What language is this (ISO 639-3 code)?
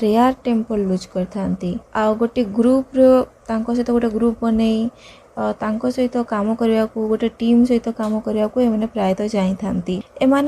ori